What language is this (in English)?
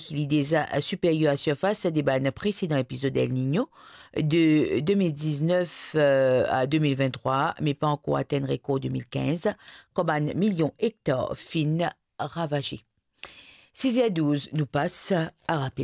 Morisyen